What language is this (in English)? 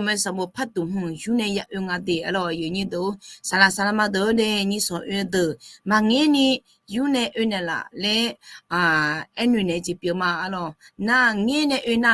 Akha